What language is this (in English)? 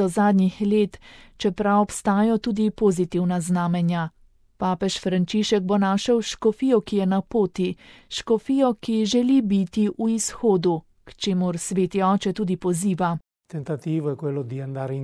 Slovenian